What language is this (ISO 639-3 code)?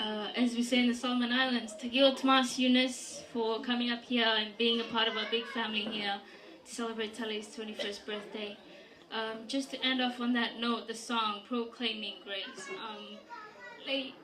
fij